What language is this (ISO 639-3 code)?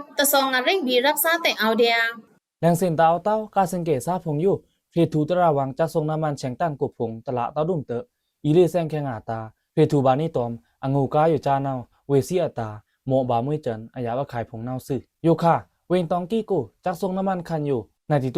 blk